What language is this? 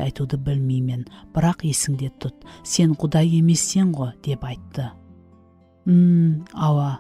Kara-Kalpak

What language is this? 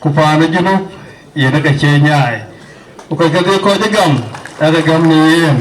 Dinka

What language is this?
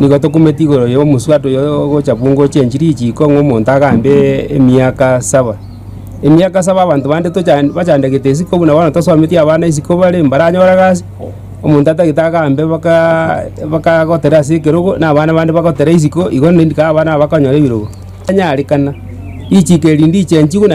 Gusii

